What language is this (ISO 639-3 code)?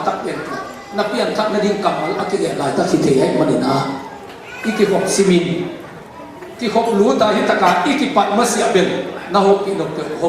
ctd